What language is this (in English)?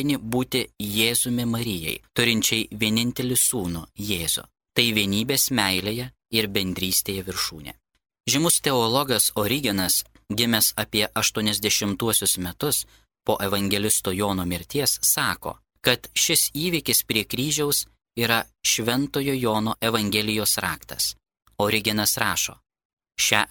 Lithuanian